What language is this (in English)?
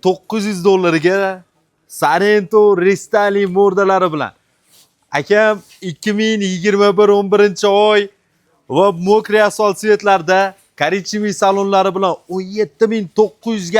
Uzbek